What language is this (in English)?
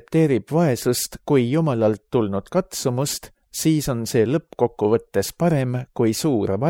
Estonian